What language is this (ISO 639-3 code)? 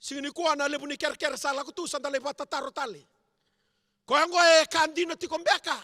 fij